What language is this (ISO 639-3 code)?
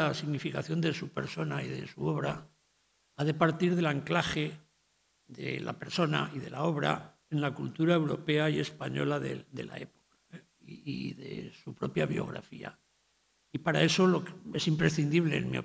spa